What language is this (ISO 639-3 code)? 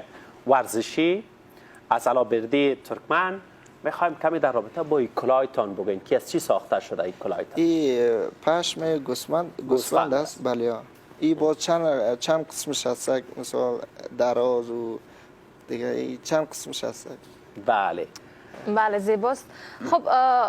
fas